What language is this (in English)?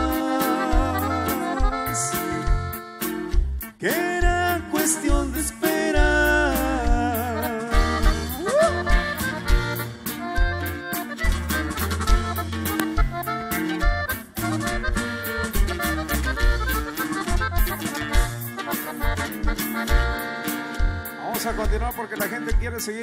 Spanish